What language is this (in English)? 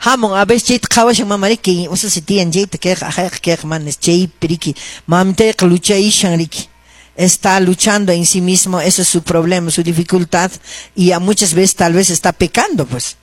Quechua